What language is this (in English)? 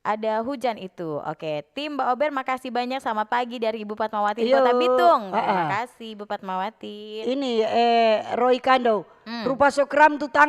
Manado Malay